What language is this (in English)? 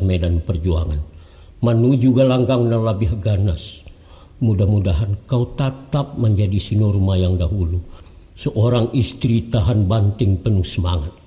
Minangkabau